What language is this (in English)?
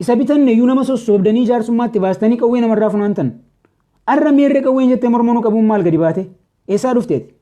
Oromo